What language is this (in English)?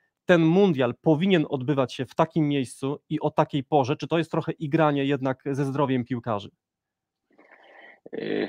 Polish